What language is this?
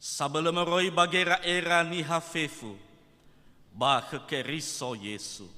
Nias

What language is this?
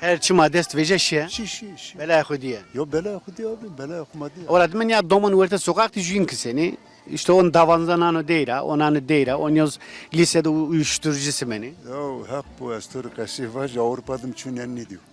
Zaza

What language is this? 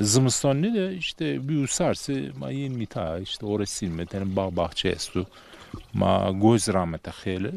Zaza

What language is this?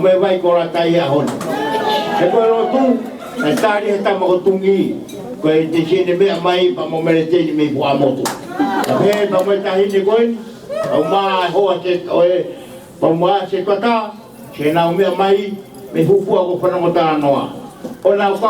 Tongan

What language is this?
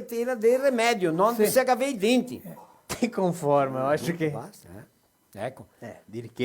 Venetian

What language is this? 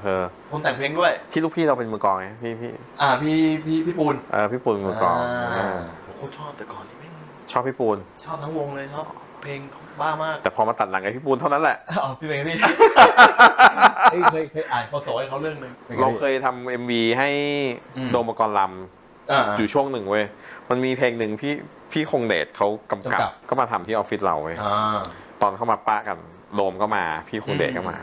Thai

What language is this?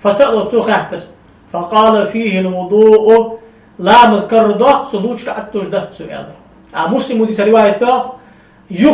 Ingush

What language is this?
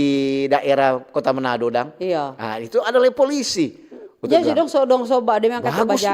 Manado Malay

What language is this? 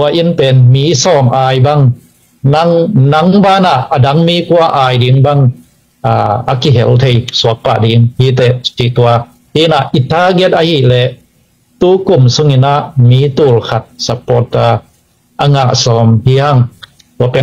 Tedim Chin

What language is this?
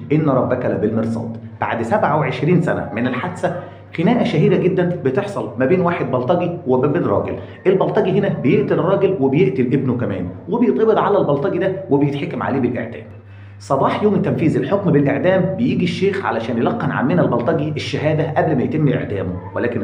Egyptian Arabic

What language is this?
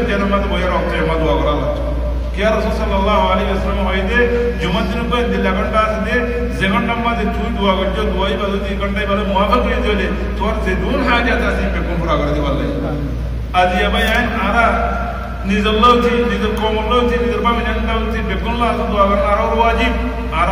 Rohingya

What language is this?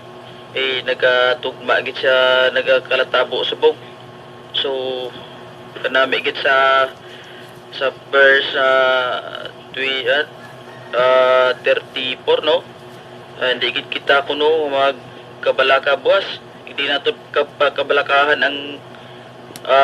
Hiligaynon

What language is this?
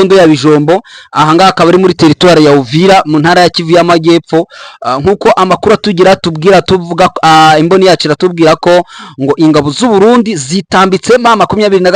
Kinyarwanda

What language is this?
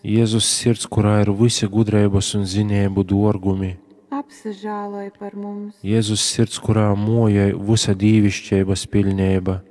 Latgalian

